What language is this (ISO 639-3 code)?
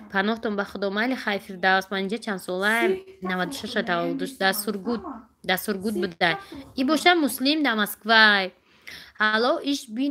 tgk